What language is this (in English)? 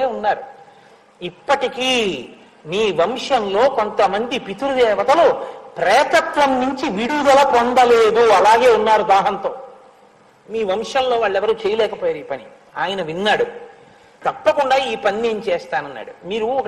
Telugu